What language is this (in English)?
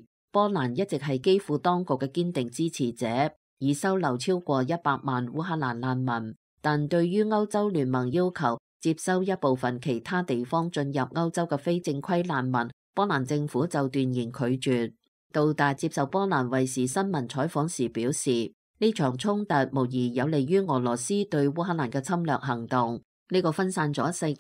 Cantonese